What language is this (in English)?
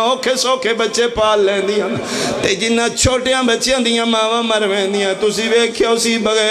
Pahari-Potwari